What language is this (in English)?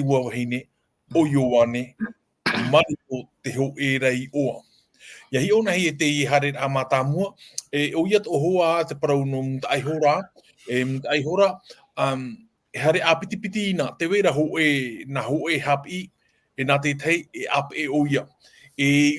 Tahitian